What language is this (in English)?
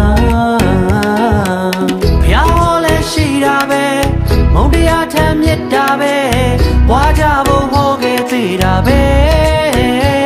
Burmese